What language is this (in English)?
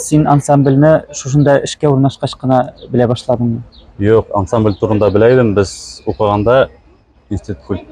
Tatar